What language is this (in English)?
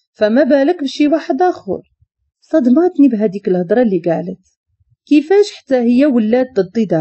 Moroccan Arabic